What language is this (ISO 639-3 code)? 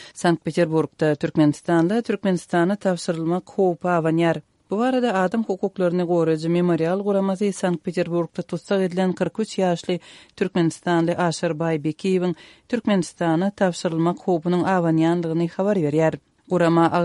tuk